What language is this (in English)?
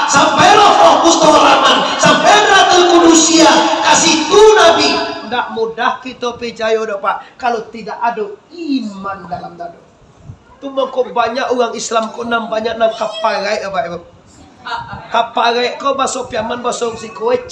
Minangkabau